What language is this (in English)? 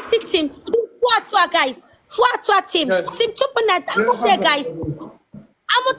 Haitian Creole